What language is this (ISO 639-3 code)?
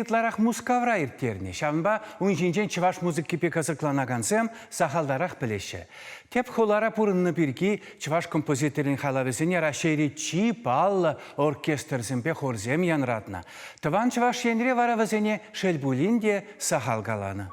chv